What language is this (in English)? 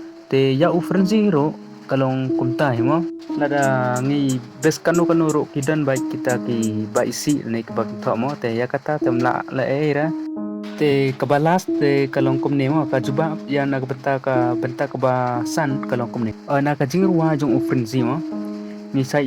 Khasi